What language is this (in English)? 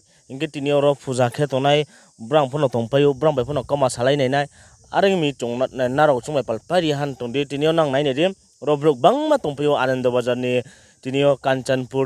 Riang (India)